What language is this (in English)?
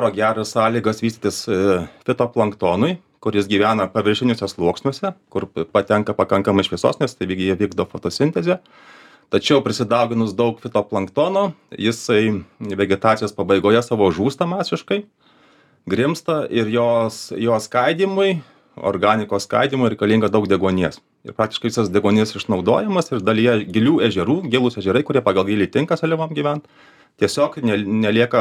Lithuanian